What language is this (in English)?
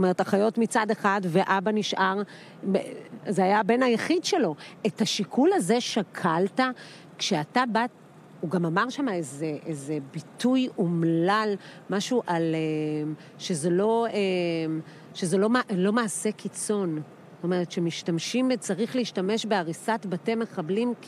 Hebrew